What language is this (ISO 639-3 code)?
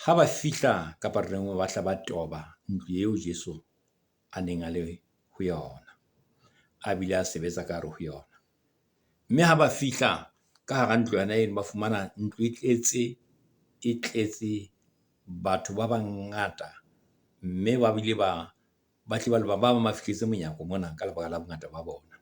sot